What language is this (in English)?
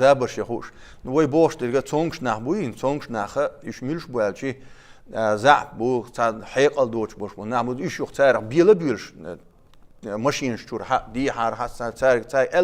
Chechen